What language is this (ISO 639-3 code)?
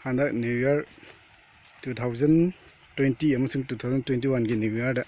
mni